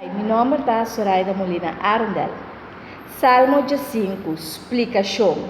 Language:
Papiamento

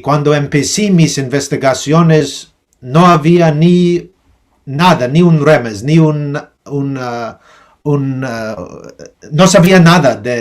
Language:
Ladino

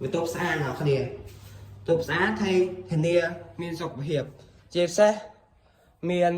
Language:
Khmer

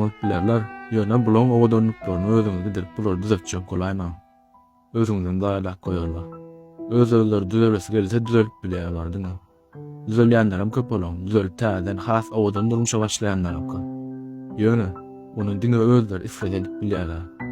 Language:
Turkmen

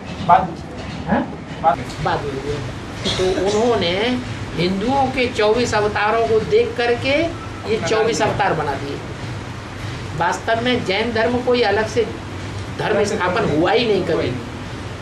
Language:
Hindi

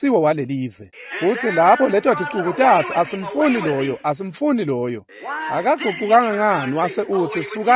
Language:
Swati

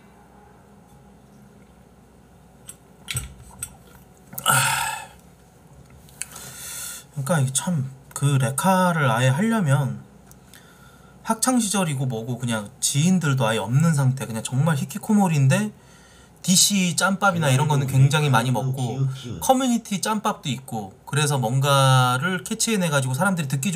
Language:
Korean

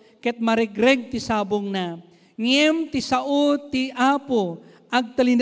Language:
Iloko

